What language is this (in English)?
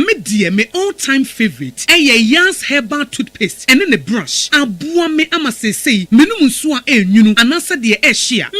Akan